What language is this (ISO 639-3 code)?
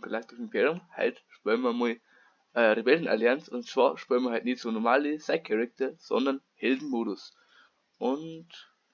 bar